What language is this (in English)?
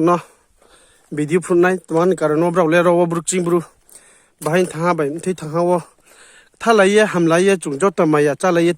Riang (India)